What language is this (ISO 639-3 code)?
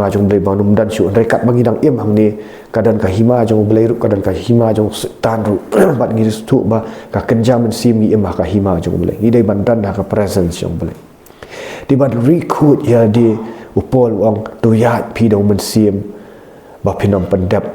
kha